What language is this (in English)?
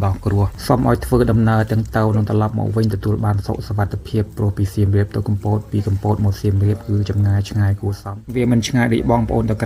Khmer